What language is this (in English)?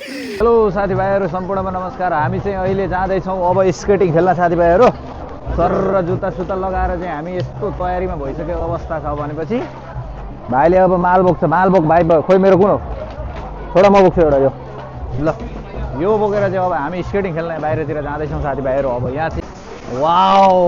Nepali